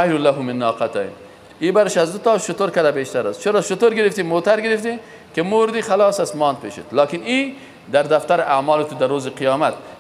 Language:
Persian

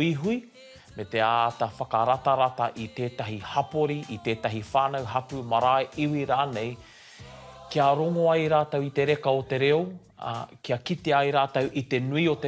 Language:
Māori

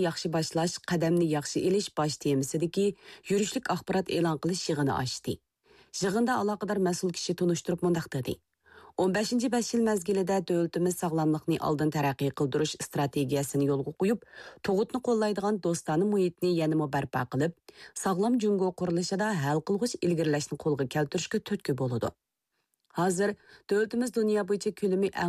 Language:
Uyghur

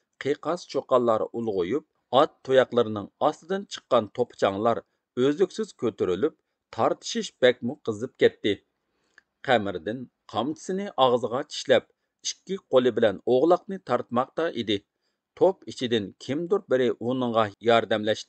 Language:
Uyghur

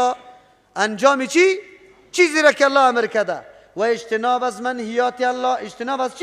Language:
Persian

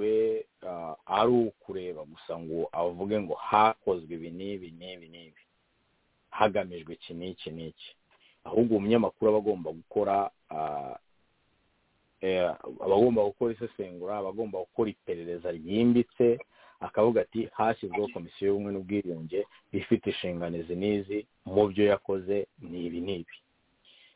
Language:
Kinyarwanda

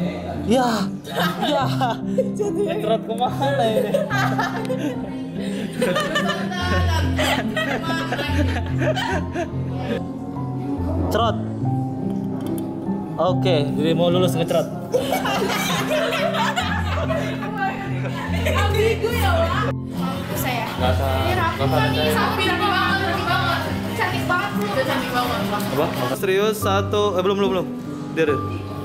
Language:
Indonesian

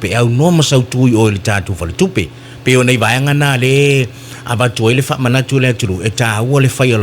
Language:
Samoan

